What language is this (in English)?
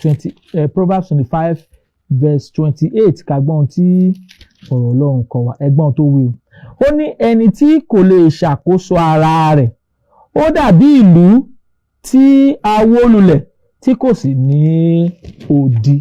Yoruba